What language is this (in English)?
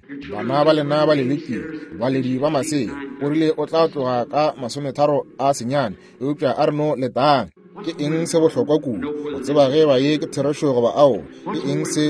Northern Sotho